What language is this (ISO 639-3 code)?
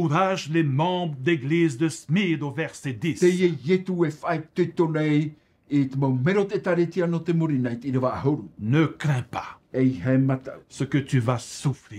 tah